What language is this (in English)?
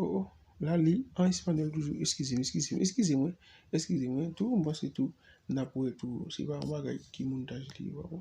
Haitian Creole